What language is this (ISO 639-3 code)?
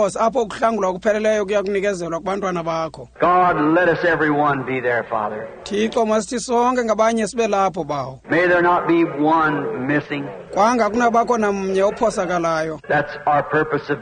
xho